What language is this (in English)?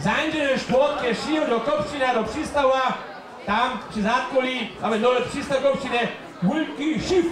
Upper Sorbian